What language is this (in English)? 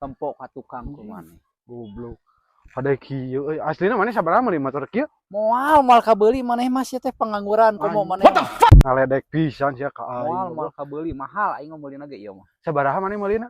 Sundanese